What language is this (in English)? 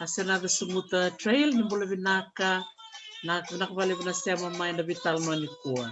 Fijian